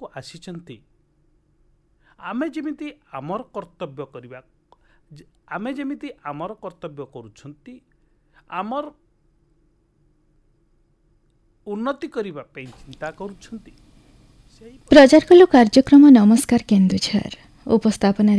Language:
Odia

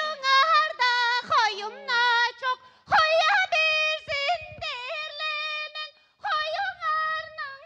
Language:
Tuvinian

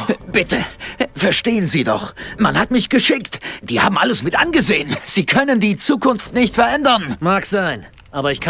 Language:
Bavarian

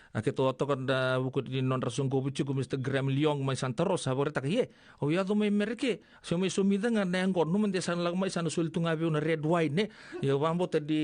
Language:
Fijian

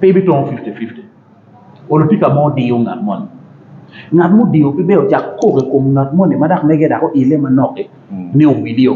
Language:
Acoli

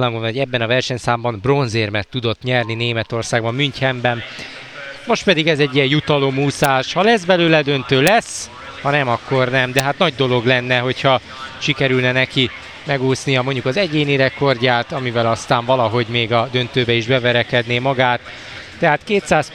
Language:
Hungarian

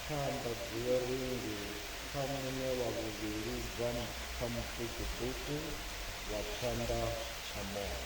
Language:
Venda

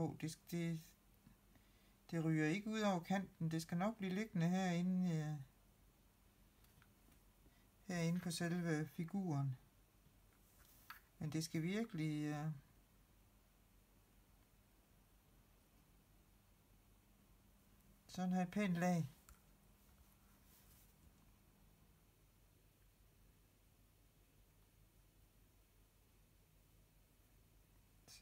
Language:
Danish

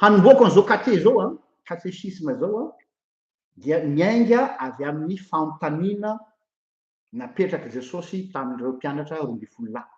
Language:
Malagasy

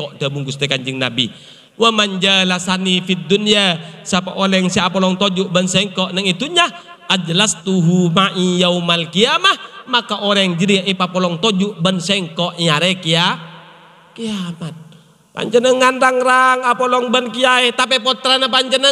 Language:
Madurese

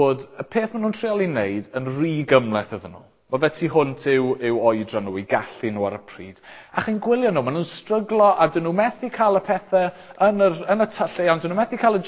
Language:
Welsh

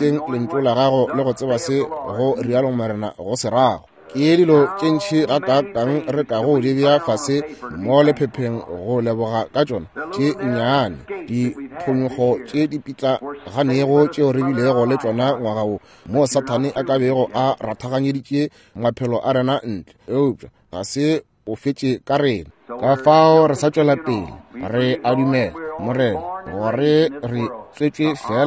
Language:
Northern Sotho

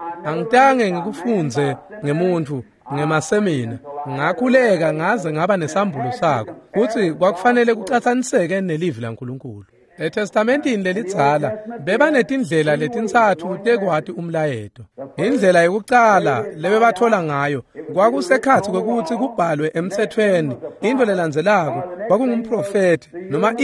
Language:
Swati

